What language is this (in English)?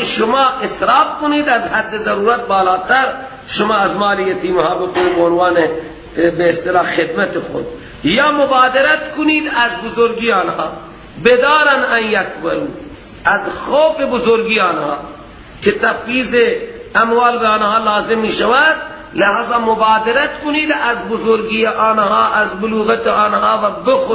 Persian